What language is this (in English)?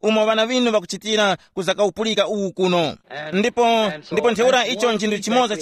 Tumbuka